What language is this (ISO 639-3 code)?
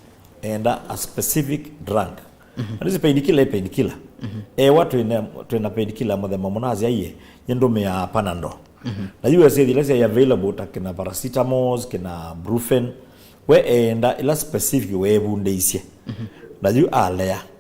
kam